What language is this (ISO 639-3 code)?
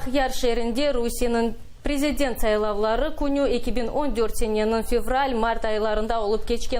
crh